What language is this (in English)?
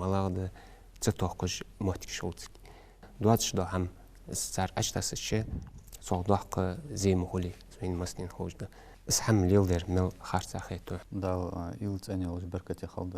Ingush